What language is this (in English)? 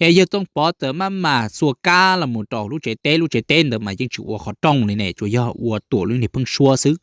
Hmong